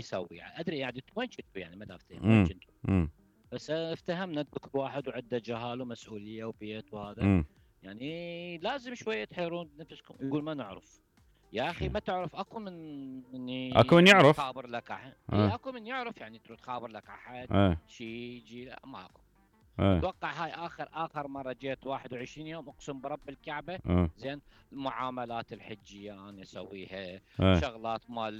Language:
Mesopotamian Arabic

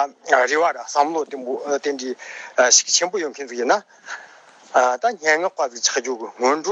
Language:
Tibetan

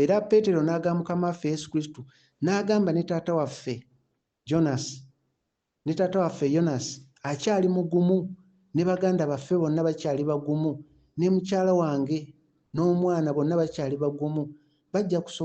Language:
Ganda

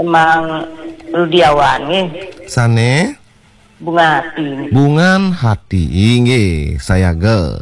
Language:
Balinese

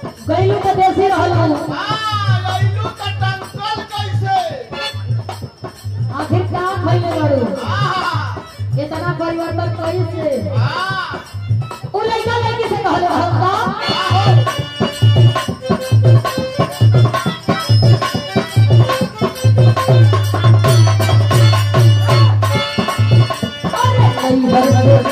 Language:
Bhojpuri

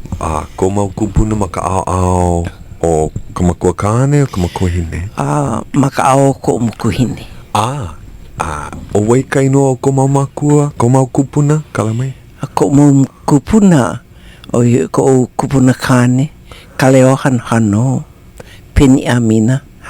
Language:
Hawaiian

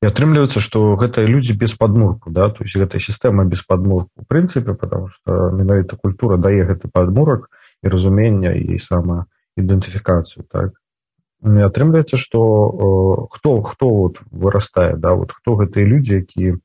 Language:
Belarusian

